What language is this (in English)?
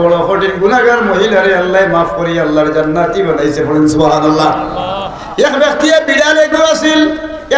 Sylheti